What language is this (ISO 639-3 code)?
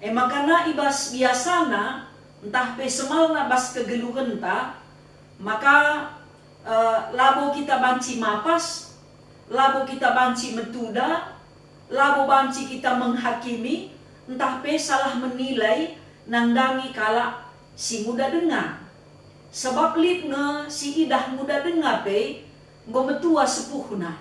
btx